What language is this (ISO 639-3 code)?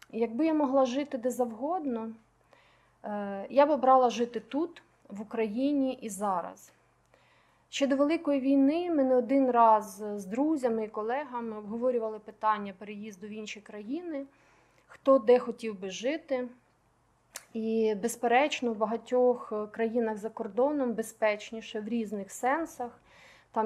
ukr